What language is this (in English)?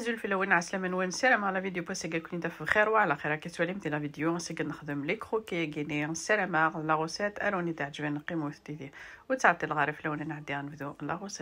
Kabyle